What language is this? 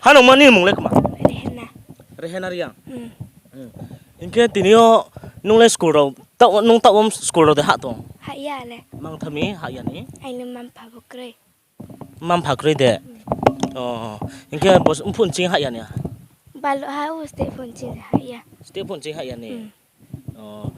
Riang (India)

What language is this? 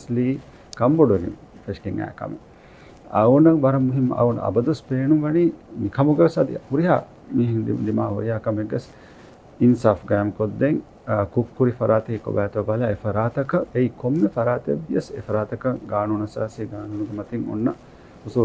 Divehi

